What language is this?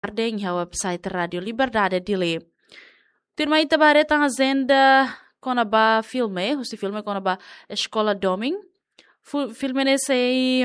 Tetum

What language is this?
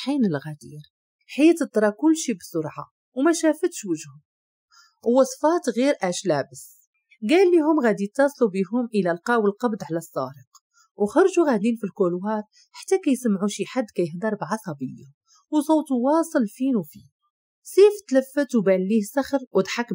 Moroccan Arabic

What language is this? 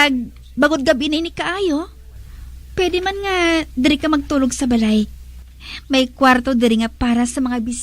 Hiligaynon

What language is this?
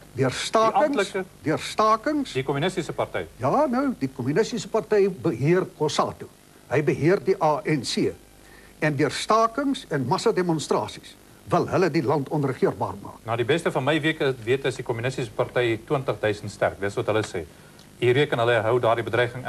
Afrikaans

